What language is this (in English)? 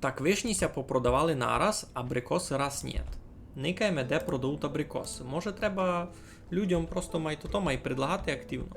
Rusyn